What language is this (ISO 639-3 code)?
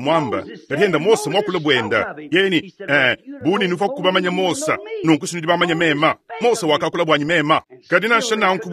lua